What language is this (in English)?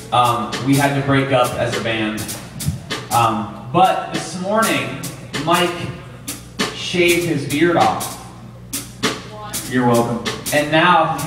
English